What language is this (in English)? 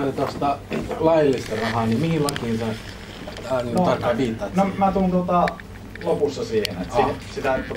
Finnish